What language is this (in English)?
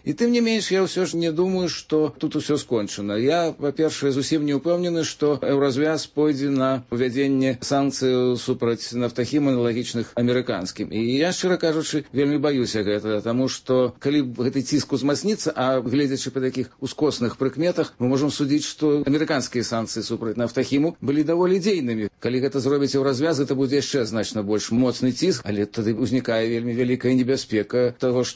Belarusian